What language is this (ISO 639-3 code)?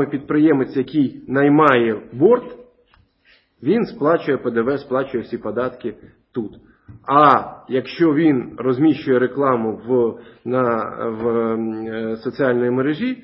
ukr